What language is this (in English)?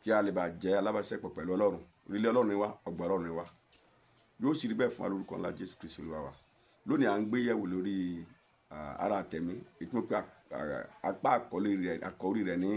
Yoruba